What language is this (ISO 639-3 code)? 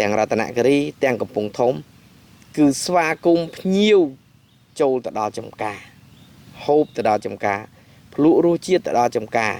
khm